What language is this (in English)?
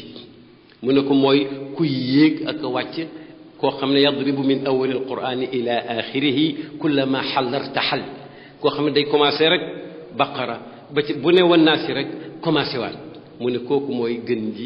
Wolof